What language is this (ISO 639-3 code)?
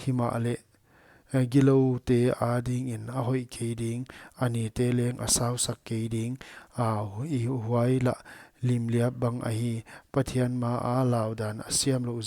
pck